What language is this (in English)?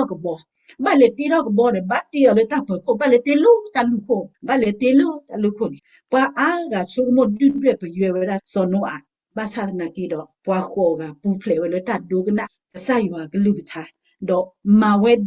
S'gaw Karen